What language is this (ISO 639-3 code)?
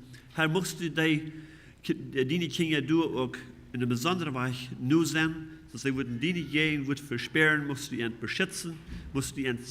pdt